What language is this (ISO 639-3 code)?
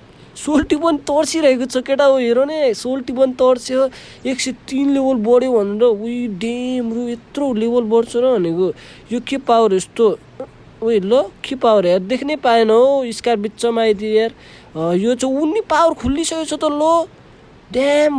nep